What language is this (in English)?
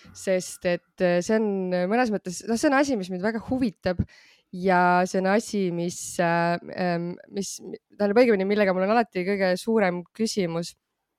Estonian